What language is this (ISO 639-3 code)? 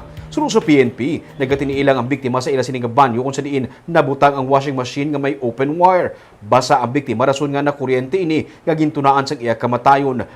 hil